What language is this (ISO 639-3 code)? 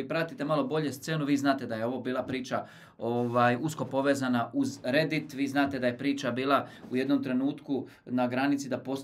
hrv